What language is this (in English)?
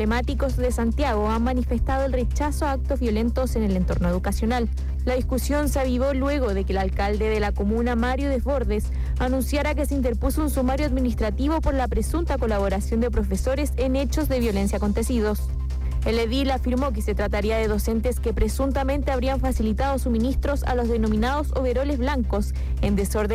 Spanish